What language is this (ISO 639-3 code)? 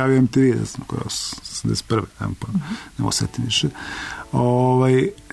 srp